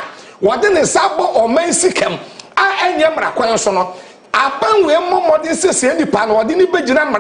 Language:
Akan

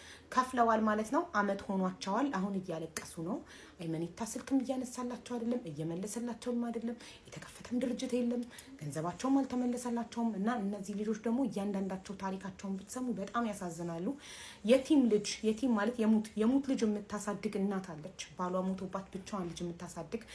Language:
Amharic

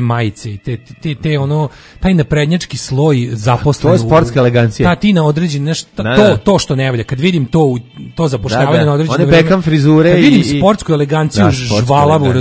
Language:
Serbian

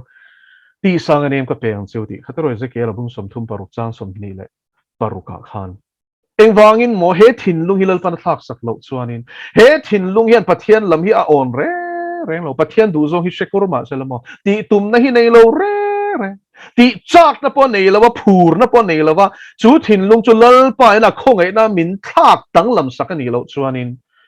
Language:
Mizo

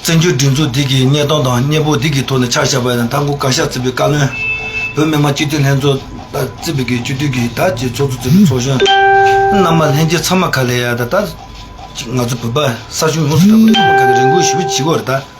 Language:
Tibetan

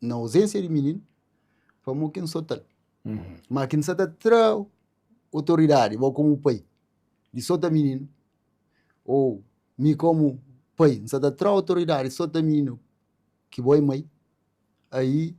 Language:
Kabuverdianu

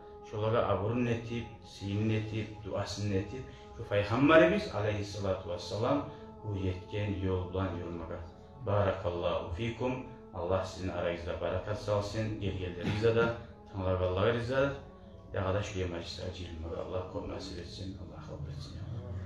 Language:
Kumyk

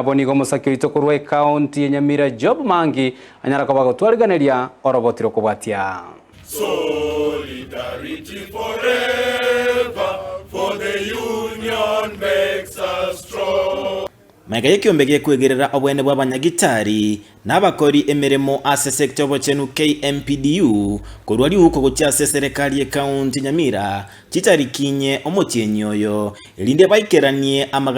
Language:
Gusii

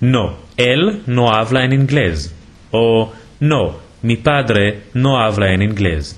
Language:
Ladino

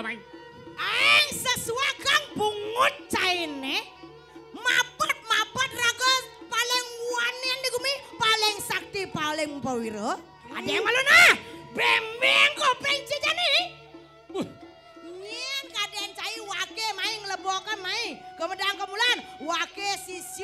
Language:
Balinese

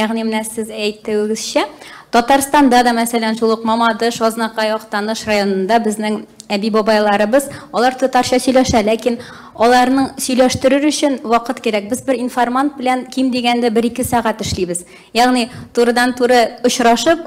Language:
Tatar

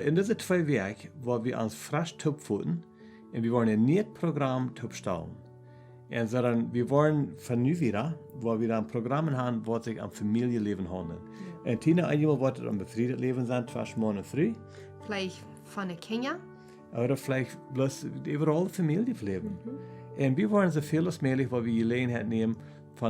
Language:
Plautdietsch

